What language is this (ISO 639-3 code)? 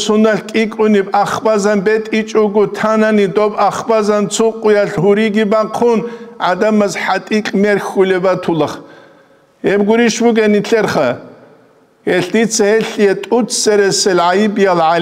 ava